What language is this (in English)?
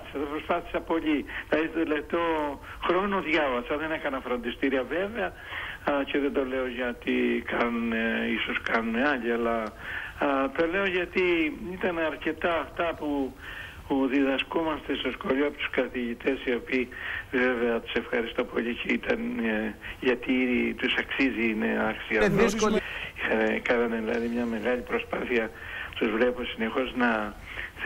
Greek